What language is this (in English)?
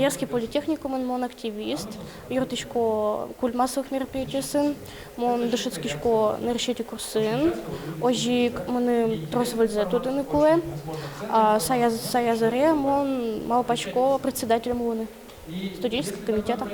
Udmurt